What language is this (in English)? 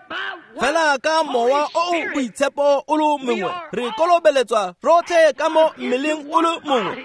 Tswana